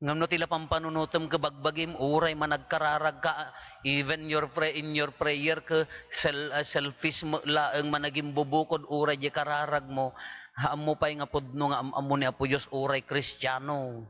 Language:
Iloko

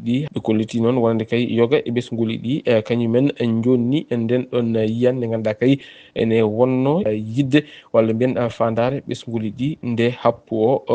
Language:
Fula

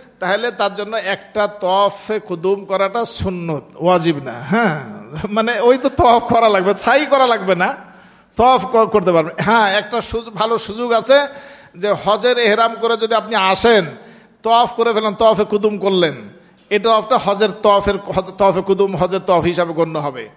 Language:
Bangla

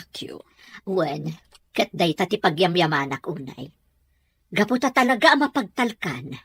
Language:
Iloko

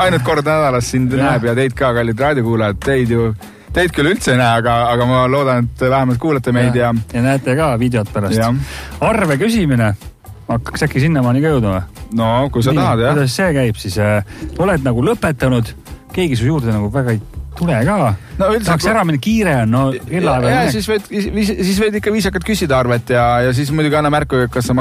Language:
Estonian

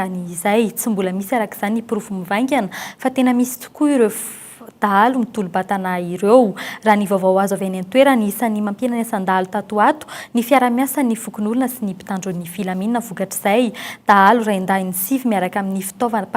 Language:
Malagasy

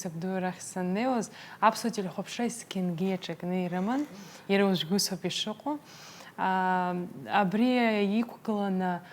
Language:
Abkhazian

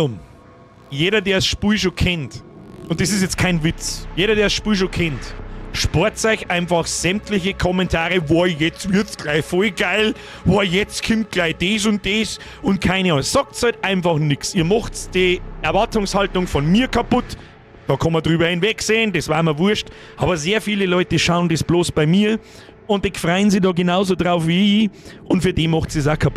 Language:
Bavarian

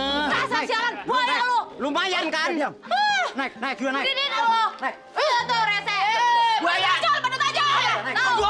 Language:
Betawi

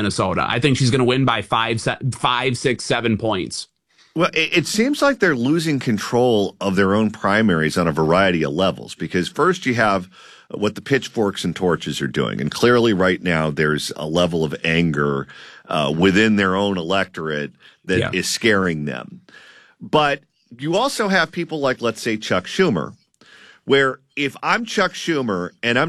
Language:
English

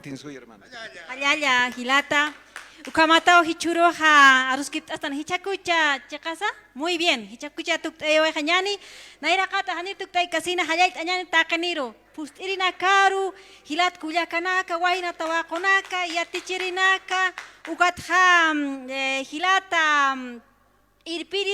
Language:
Aymara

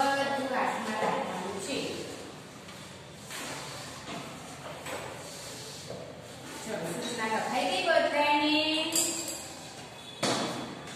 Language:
Gujarati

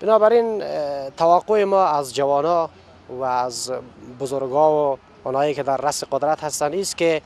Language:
Persian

